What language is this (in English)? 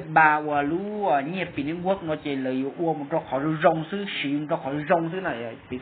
Hmong